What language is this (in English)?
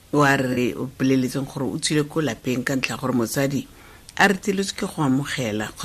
Tswana